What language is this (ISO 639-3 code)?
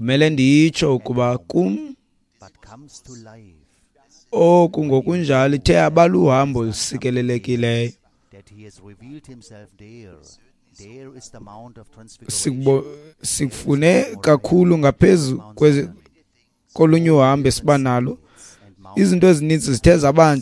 xho